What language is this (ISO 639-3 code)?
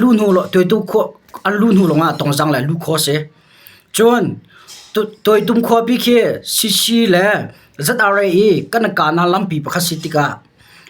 cnh